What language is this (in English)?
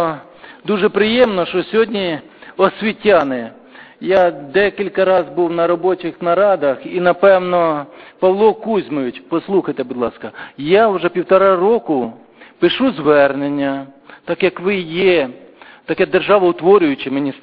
Ukrainian